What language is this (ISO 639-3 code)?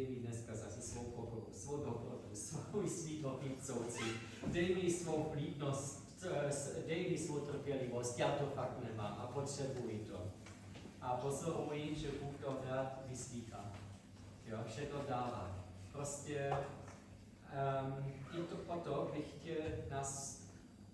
ces